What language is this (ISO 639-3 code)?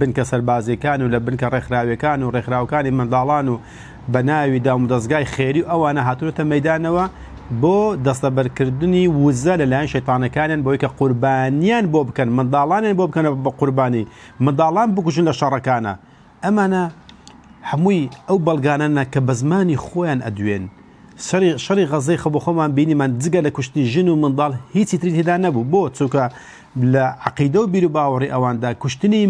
ckb